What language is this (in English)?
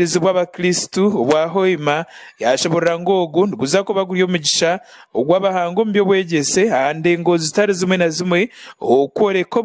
Nyankole